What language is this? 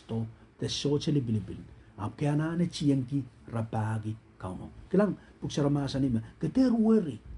Pohnpeian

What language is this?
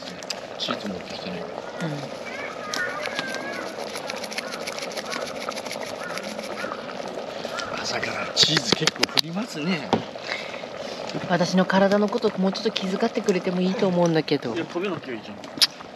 Japanese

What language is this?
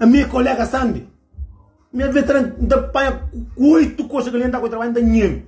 Kabuverdianu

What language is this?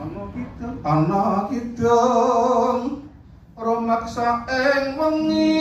Javanese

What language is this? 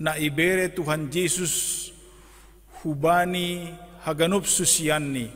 Batak Simalungun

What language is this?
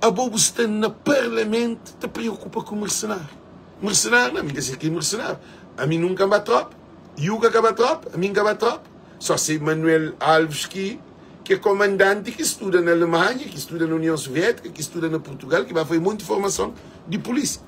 Kabuverdianu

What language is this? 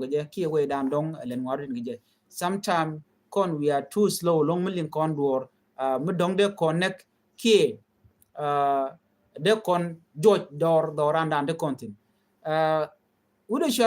Nuer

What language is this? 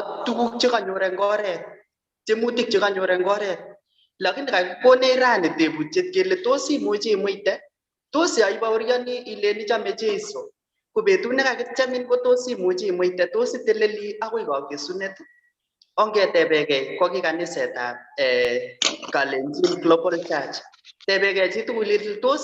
Kalenjin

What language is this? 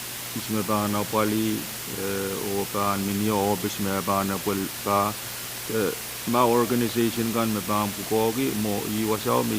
Pohnpeian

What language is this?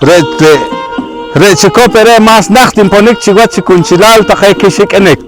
Poqomchi'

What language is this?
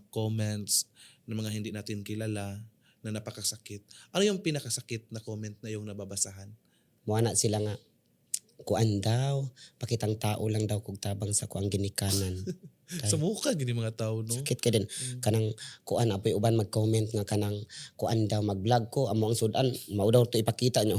Cebuano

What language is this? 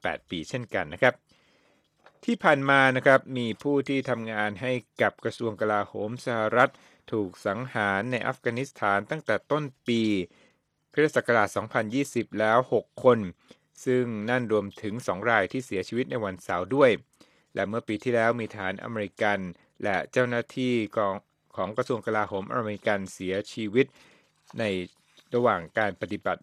Thai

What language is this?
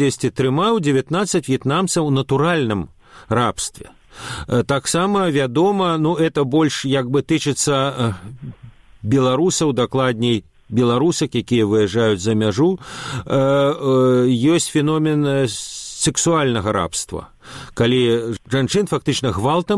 Belarusian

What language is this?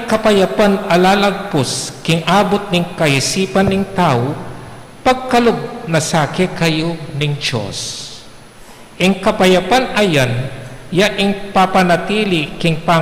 Pampanga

